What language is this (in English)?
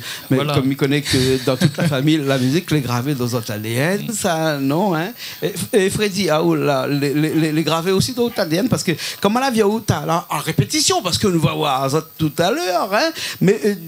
Réunion Creole French